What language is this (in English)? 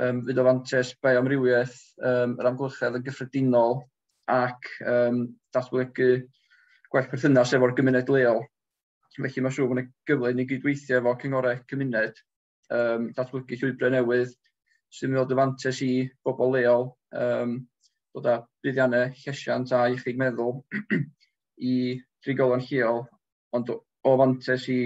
Welsh